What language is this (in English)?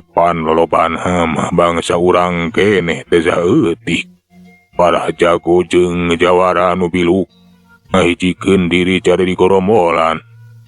Sundanese